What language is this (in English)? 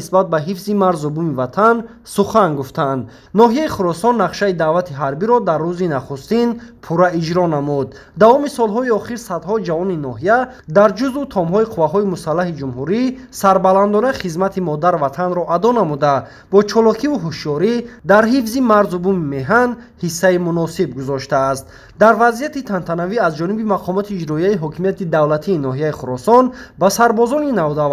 Tajik